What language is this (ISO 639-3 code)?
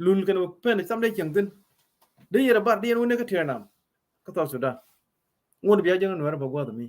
nus